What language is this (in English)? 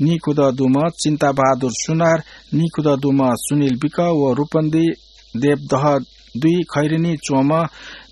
Newari